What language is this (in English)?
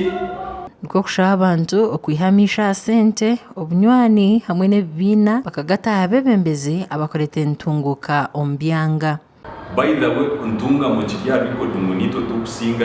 Nyankole